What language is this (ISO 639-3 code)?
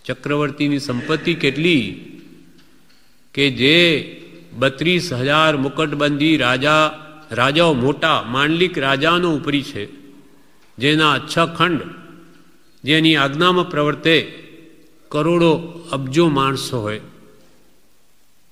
guj